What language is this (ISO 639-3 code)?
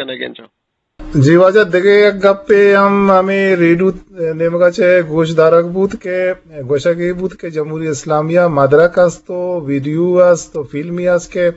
bgp